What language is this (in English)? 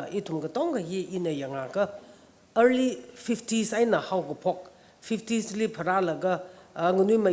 Tangkhul Naga (India)